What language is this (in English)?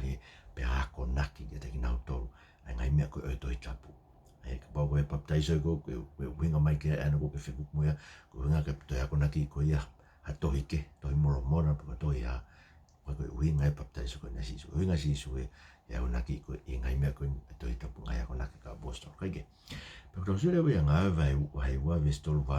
Tongan